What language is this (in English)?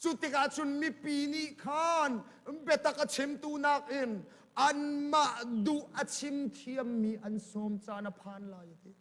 Hakha Chin